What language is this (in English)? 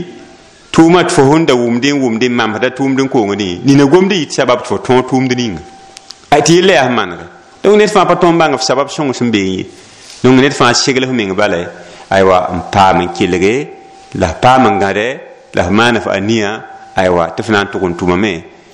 Mossi